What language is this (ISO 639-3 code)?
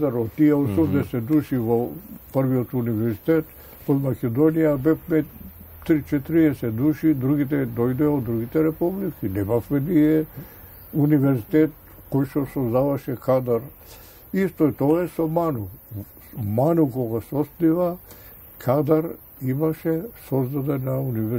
mkd